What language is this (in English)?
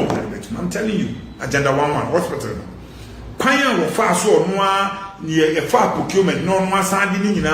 Akan